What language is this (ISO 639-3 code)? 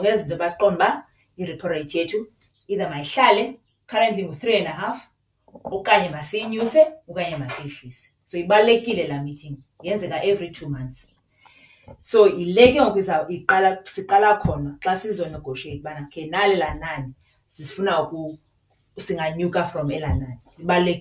xho